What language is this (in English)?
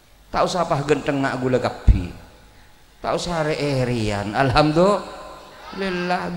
Madurese